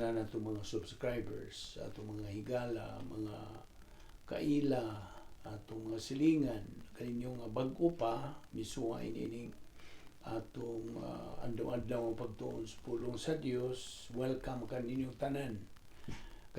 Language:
Cebuano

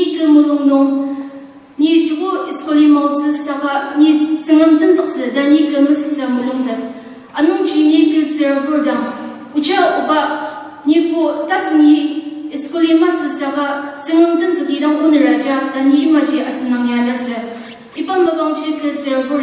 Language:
Ao Naga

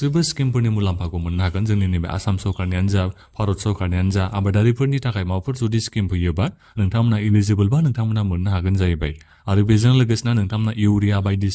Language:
Bodo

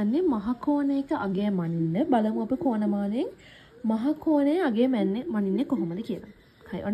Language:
Sinhala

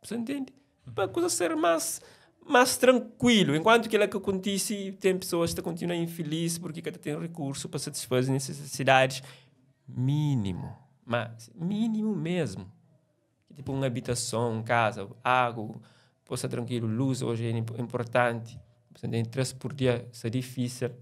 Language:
Kabuverdianu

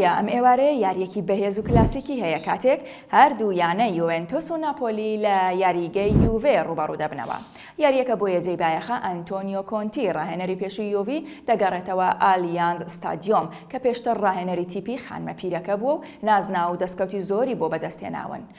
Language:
Central Kurdish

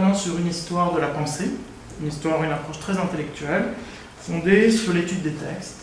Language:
French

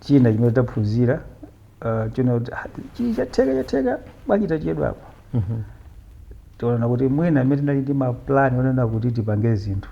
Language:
Nyanja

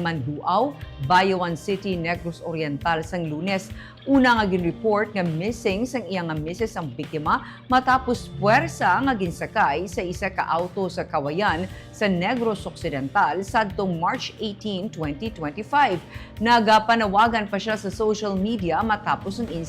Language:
Hiligaynon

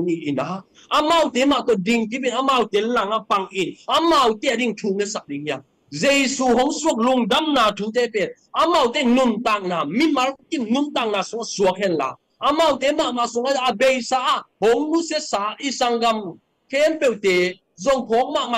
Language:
Tedim Chin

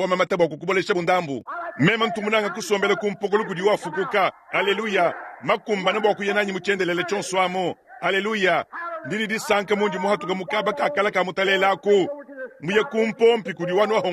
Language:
Luba-Lulua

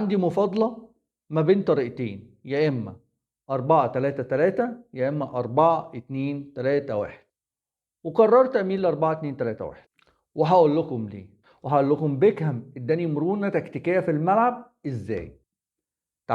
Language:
Egyptian Arabic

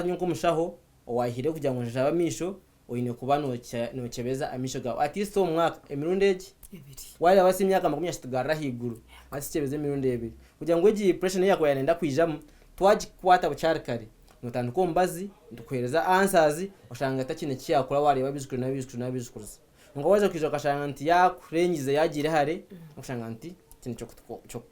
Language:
Nyankole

